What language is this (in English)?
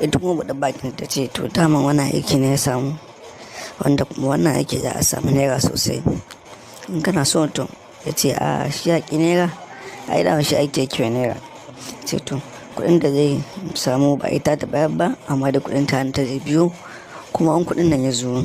Hausa